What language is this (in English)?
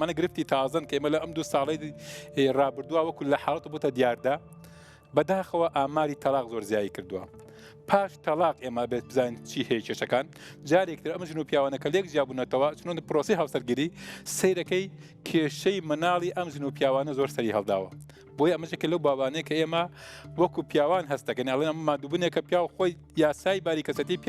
Central Kurdish